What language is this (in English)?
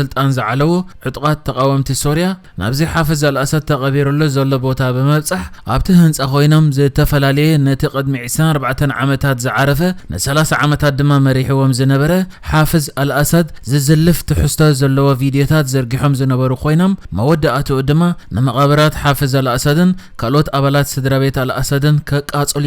Tigrinya